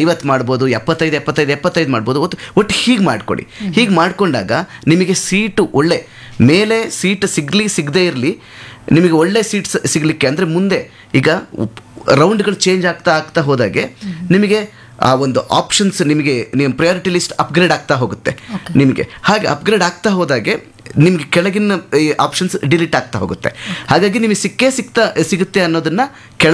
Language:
Kannada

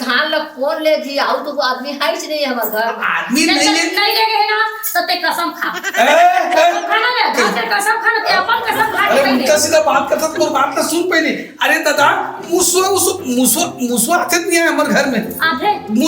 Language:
Chhattisgarhi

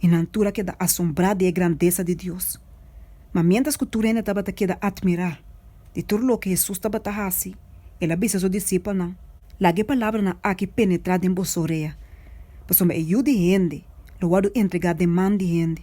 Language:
Papiamento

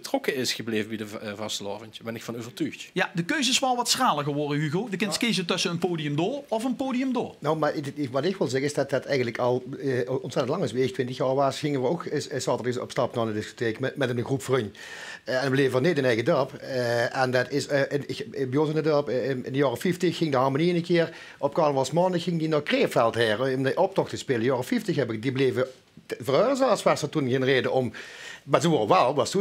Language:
Limburgish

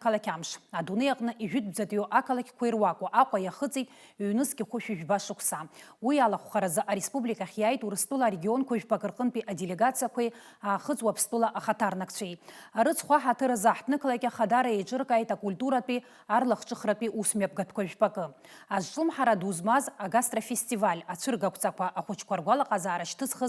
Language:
Abkhazian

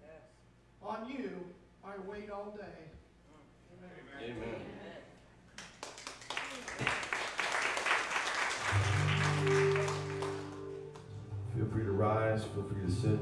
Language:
English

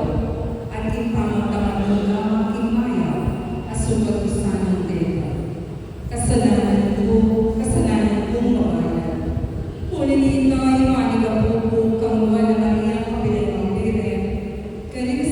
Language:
Pampanga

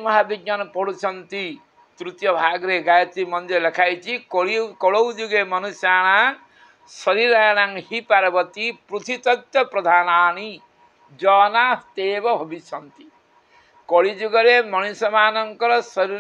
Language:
Odia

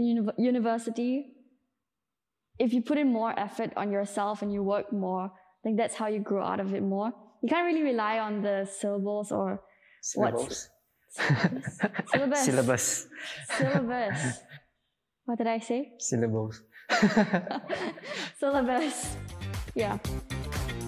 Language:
English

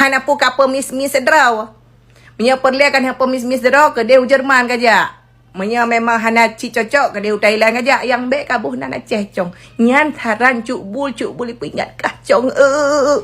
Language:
Achinese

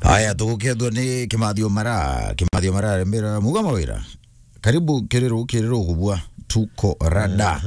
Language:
Meru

